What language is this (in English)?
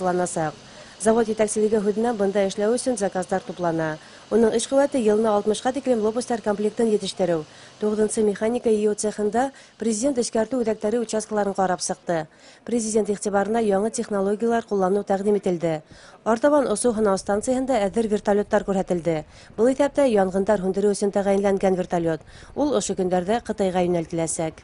Bashkir